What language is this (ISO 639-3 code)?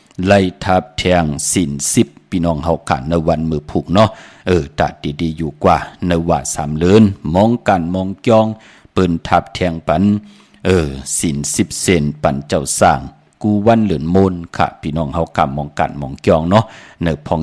shn